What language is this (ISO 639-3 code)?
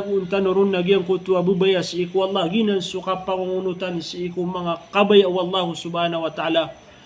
mrw